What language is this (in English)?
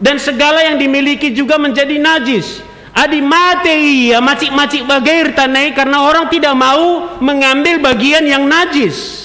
Batak Karo